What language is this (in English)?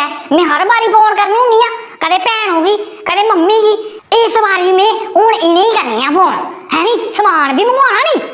Dogri